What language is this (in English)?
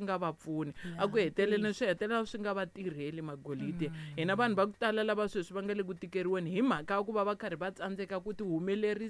Tsonga